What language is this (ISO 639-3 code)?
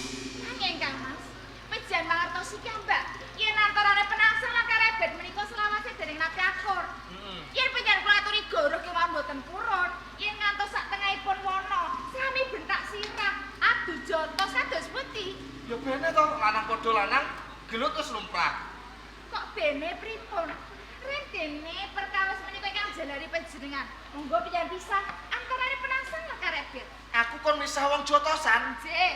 jav